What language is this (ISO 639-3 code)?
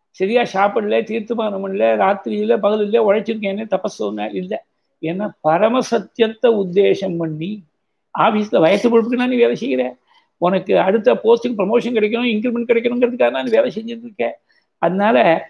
tam